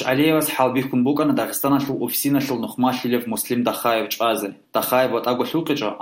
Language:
Avaric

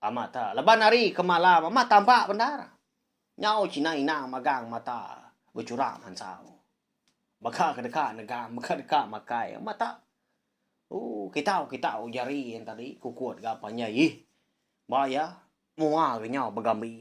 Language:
Iban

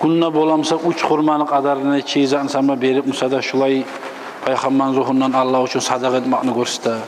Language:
Kumyk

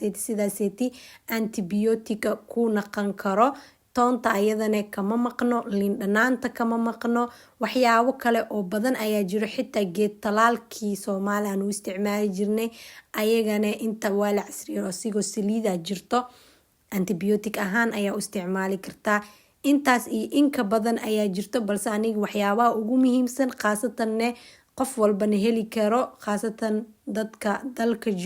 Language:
Somali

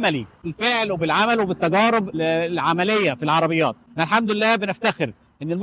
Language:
Egyptian Arabic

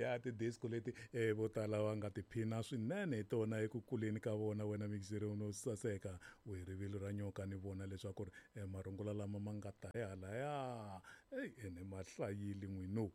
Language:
Tsonga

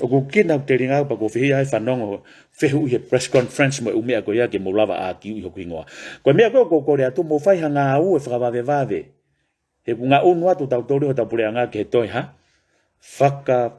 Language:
Tongan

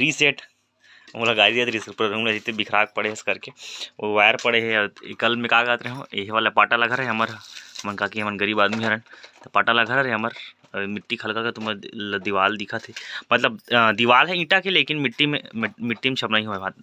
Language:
Chhattisgarhi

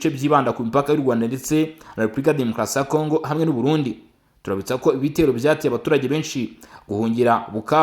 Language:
Kinyarwanda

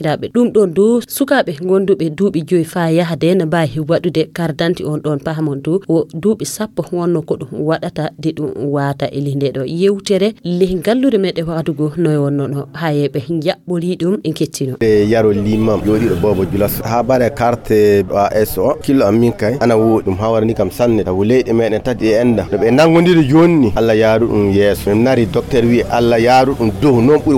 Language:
Fula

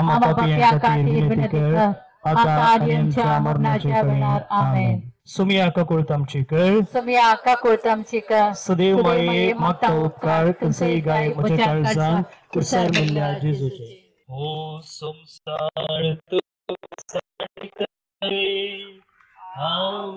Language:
Konkani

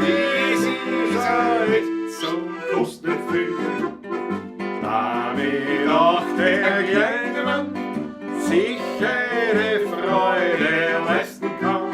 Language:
Bavarian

